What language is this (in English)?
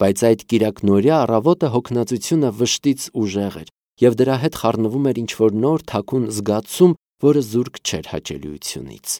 Armenian